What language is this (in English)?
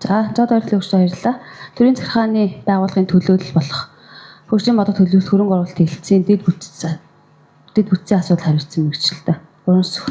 Mongolian